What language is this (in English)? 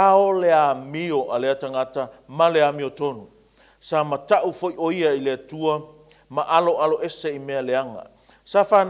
Samoan